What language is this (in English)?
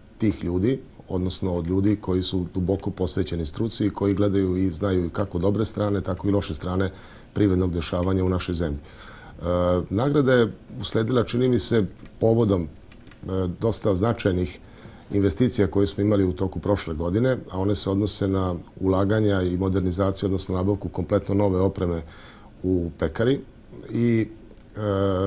Serbian